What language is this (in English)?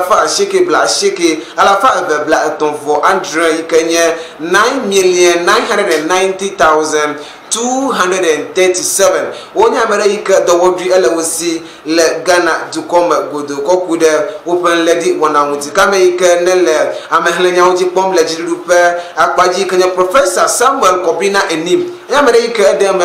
Ewe